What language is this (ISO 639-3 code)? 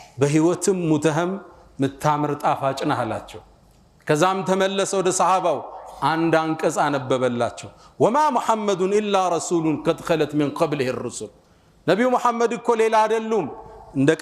amh